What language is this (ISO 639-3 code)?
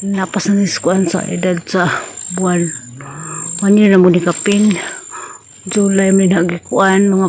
ceb